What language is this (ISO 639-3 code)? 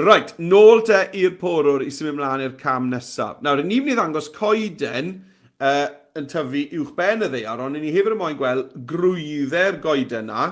cym